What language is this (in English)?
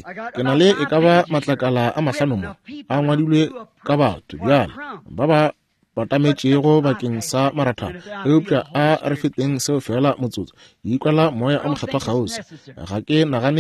Northern Sotho